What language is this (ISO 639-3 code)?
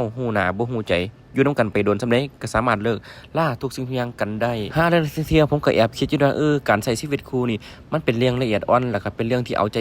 lao